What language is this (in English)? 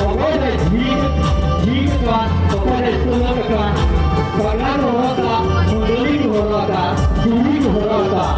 Santali